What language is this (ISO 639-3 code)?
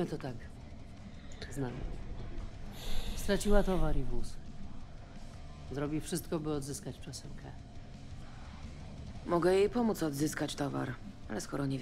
pol